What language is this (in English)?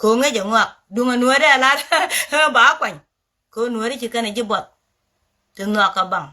Nuer